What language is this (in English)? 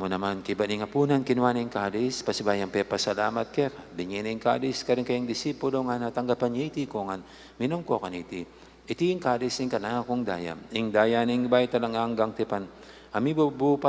Pampanga